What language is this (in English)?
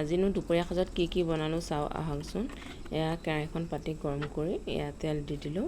Assamese